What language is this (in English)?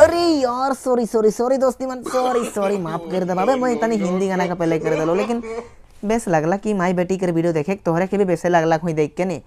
Sadri